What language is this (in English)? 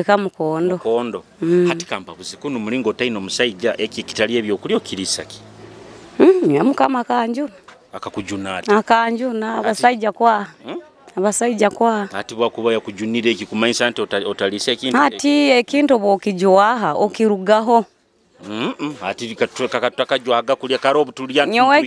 Nyoro